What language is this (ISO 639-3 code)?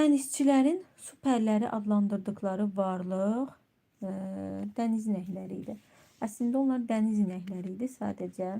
aze